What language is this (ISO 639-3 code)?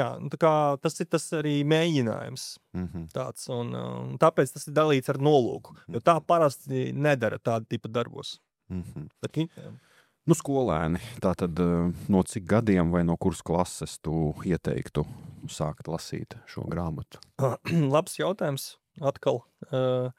lav